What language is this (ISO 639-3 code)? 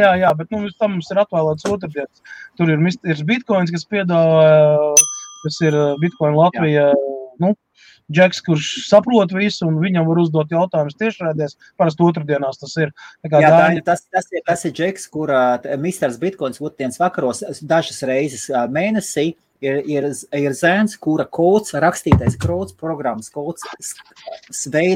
lav